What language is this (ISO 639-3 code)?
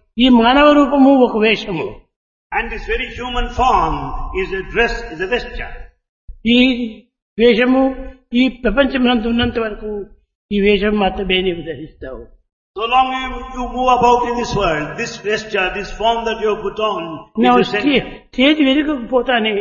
tel